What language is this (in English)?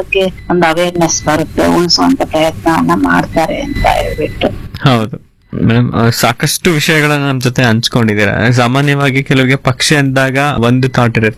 Kannada